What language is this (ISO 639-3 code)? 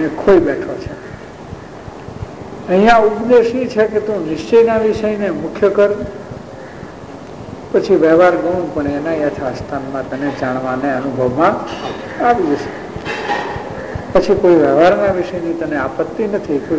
guj